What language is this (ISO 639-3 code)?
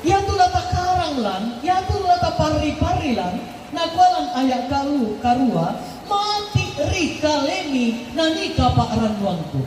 sda